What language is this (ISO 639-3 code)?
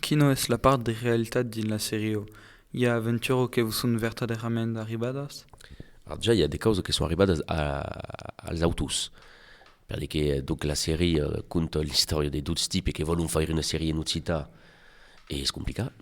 oci